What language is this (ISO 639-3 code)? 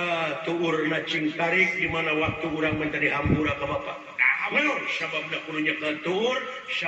sun